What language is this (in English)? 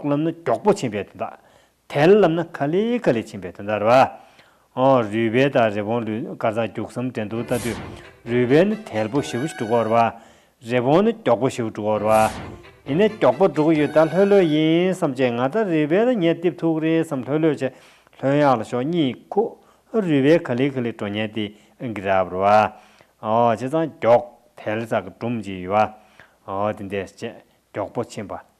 Tibetan